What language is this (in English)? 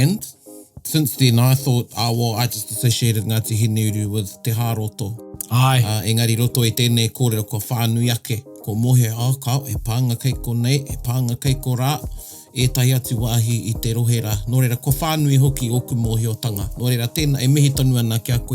Māori